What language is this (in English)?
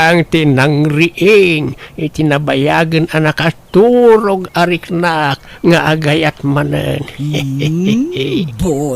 Iloko